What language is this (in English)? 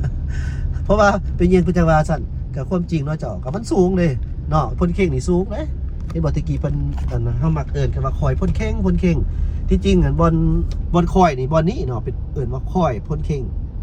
Lao